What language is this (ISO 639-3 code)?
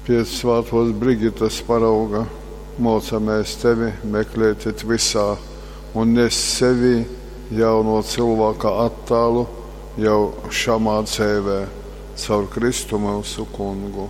ltg